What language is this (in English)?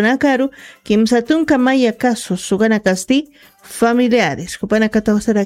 Aymara